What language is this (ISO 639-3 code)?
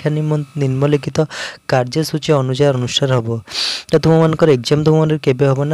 ori